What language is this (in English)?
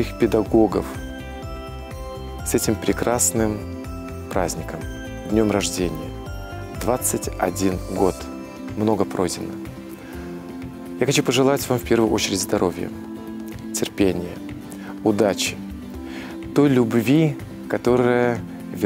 Russian